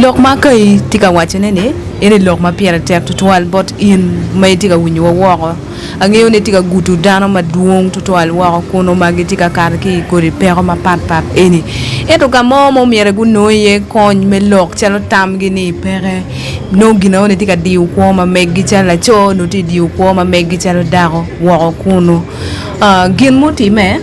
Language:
Acoli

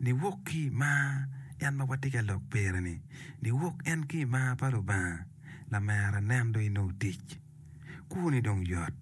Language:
Acoli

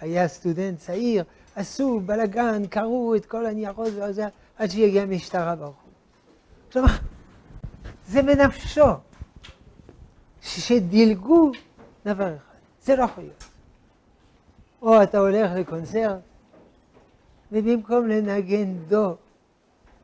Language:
Hebrew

